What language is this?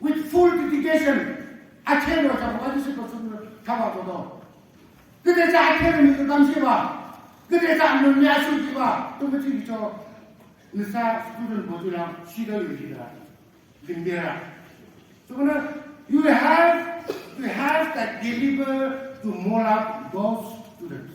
Naga Pidgin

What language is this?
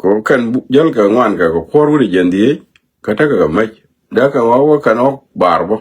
Nuer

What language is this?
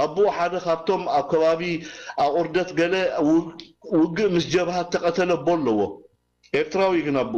Tigrinya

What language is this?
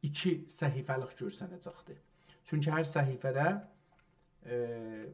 South Azerbaijani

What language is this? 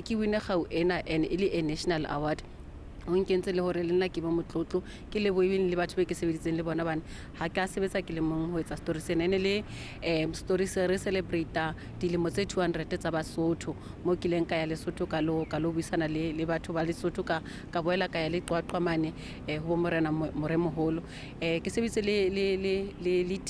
Southern Sotho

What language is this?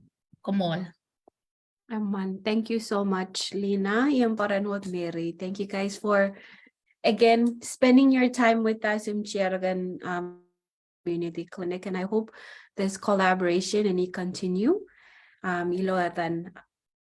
Marshallese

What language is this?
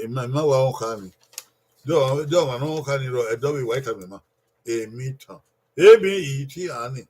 Bini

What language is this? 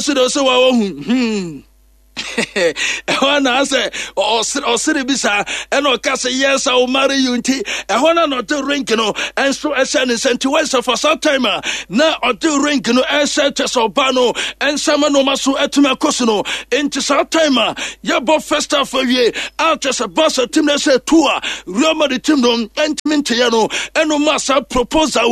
Akan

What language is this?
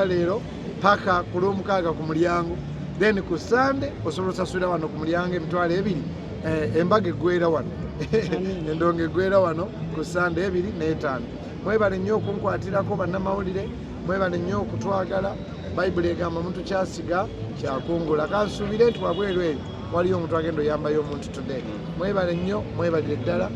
Ganda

